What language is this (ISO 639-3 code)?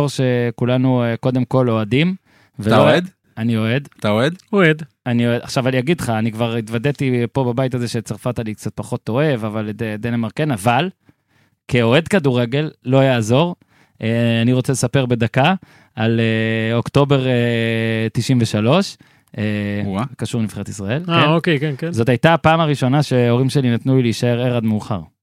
heb